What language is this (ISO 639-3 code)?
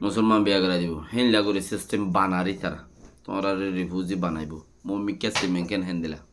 rhg